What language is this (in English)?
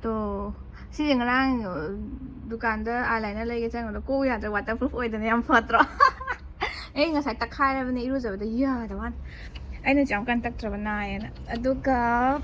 Manipuri